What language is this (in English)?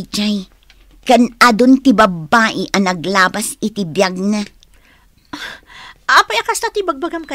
Iloko